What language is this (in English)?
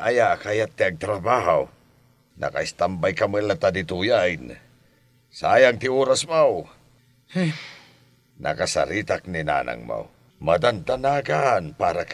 Iloko